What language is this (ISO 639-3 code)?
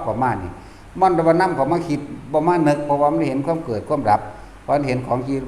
tts